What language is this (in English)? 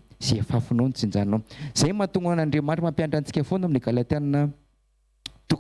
Malagasy